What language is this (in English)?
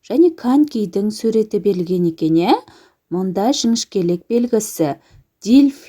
Kazakh